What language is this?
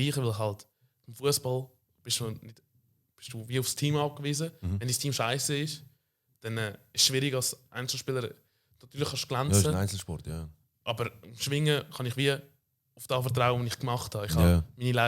Swiss German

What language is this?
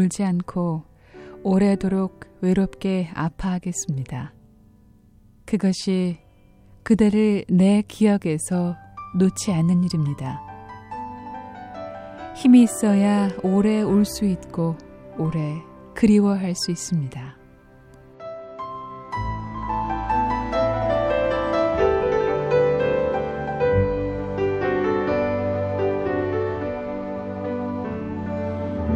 Korean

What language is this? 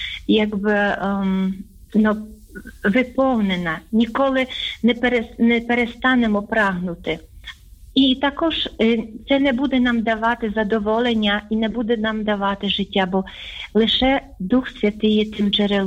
Ukrainian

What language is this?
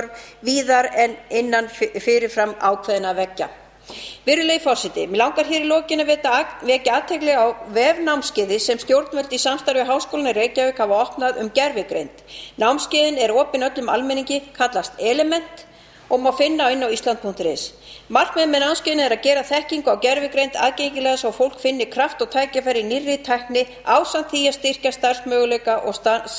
Icelandic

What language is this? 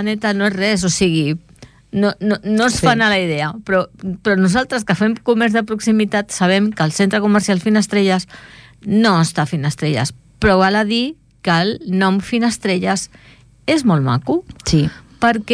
Catalan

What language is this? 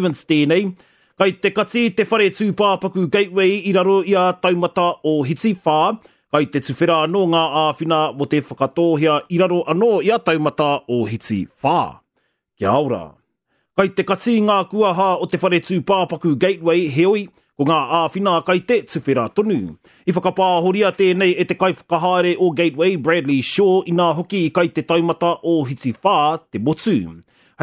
Māori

